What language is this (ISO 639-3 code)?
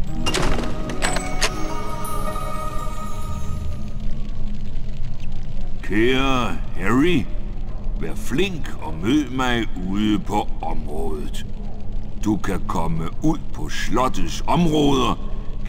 dan